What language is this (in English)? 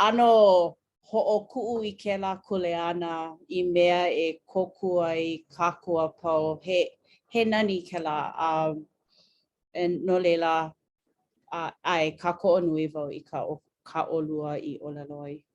Hawaiian